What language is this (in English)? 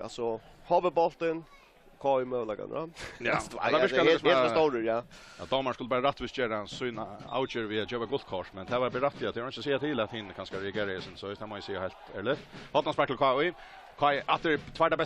Faroese